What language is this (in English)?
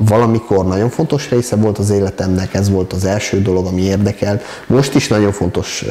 Hungarian